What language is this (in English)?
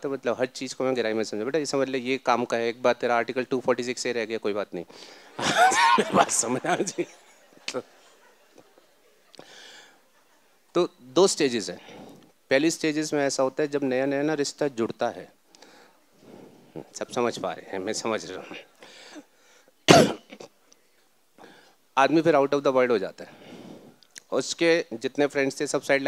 Hindi